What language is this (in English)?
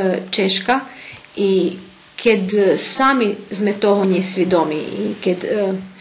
Rusyn